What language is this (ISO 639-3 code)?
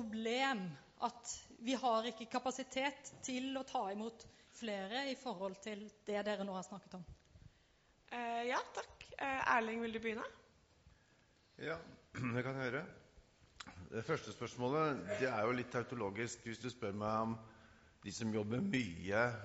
nor